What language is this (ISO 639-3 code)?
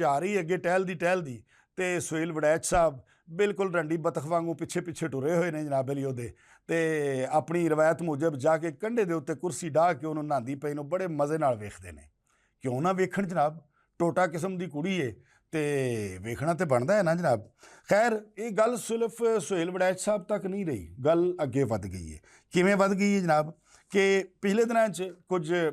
lah